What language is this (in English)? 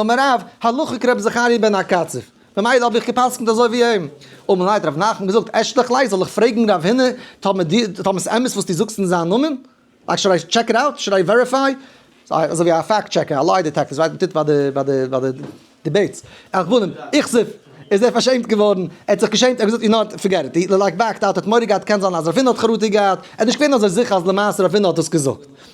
Yiddish